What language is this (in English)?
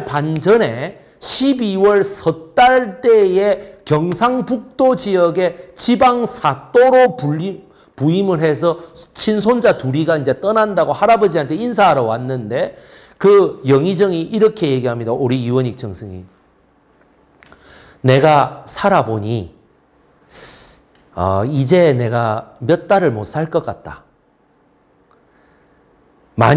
Korean